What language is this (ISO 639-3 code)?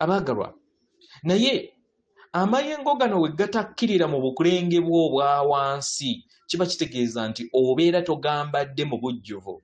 lug